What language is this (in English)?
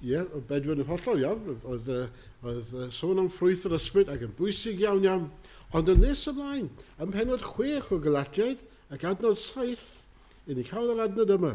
Welsh